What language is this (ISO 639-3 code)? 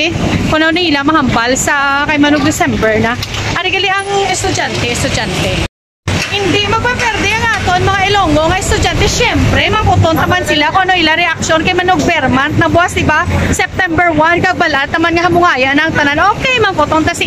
hil